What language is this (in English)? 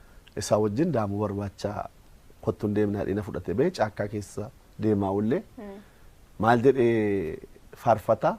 Oromo